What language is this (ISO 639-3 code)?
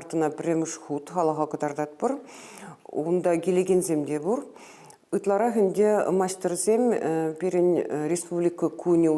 chv